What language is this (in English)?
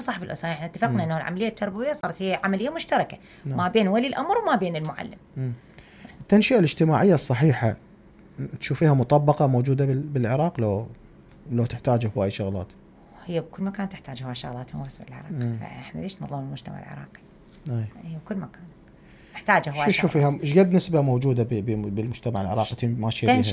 Mesopotamian Arabic